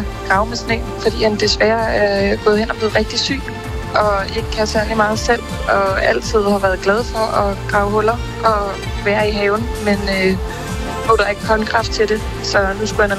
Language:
Danish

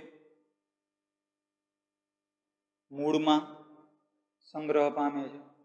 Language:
Gujarati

